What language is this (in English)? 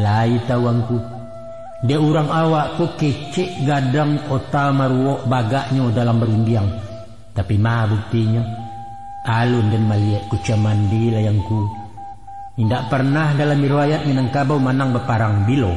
Minangkabau